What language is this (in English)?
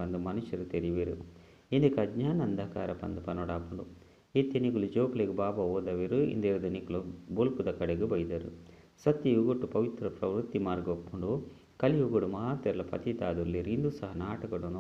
Tulu